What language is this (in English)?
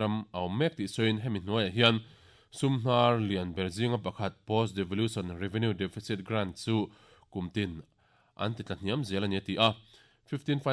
Mizo